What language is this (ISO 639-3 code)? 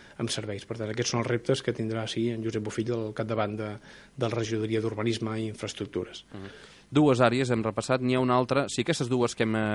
cat